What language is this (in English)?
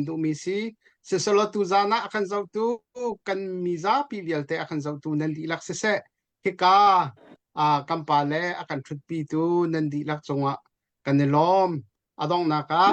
Hakha Chin